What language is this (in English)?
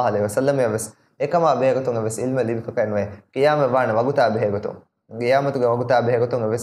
Divehi